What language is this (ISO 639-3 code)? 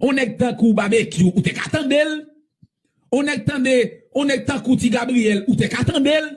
hat